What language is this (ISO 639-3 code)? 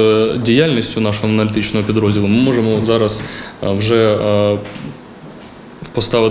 ukr